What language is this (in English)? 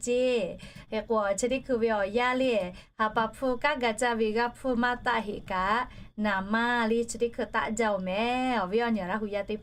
Lahu